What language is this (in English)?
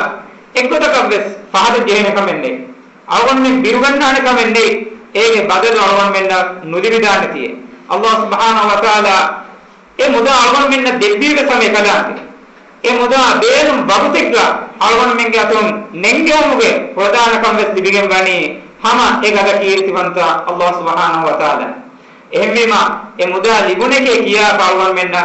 Divehi